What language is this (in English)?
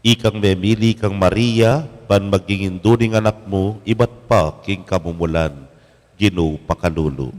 Pampanga